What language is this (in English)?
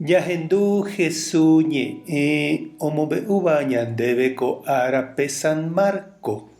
Guarani